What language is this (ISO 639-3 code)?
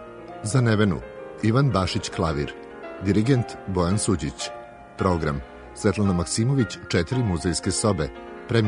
srp